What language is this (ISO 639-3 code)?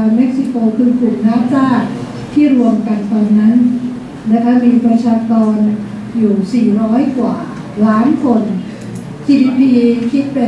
tha